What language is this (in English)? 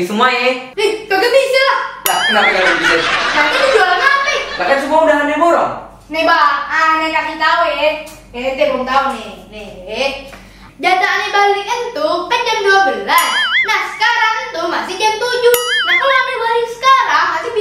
Betawi